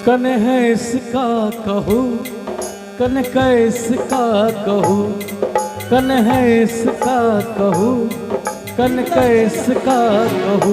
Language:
Maithili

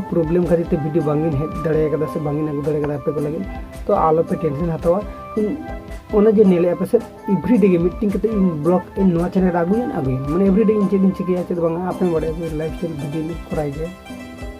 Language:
Santali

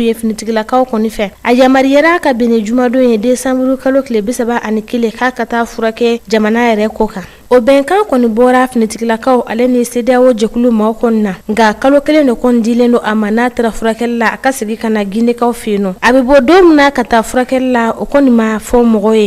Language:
Bambara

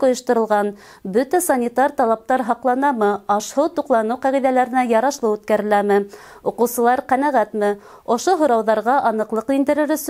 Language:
Bashkir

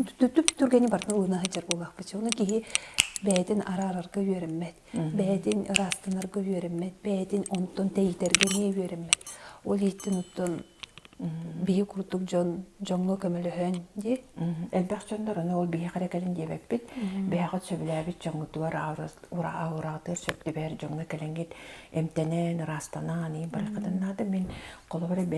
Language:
Yakut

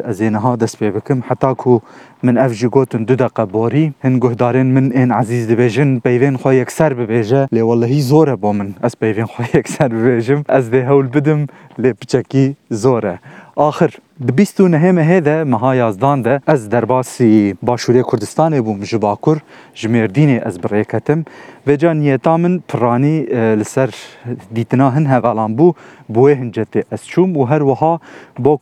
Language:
Kurdish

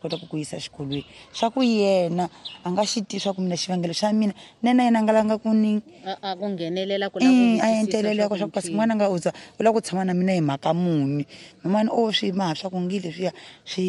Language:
Tsonga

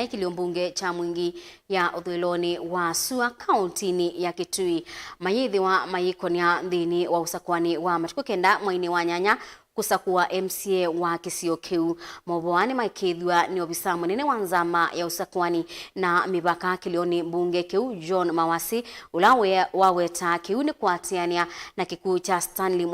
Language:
Kamba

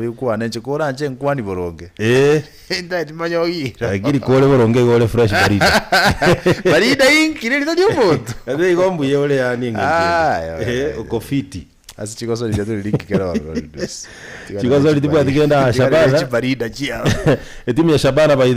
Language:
Gusii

